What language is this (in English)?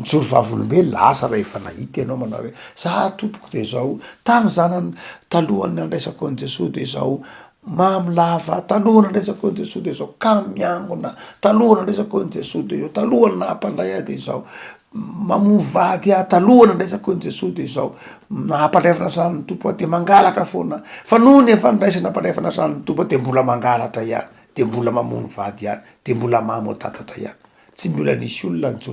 Malagasy